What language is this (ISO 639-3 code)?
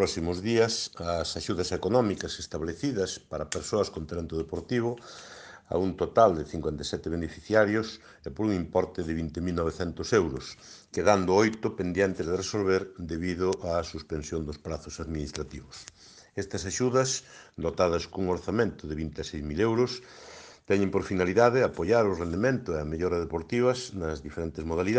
glg